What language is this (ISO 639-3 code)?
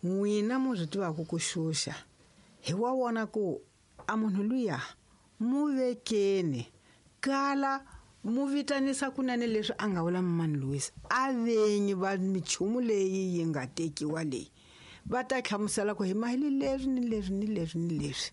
tso